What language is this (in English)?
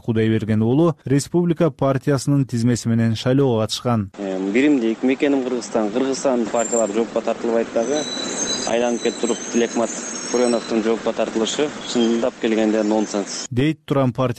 Kyrgyz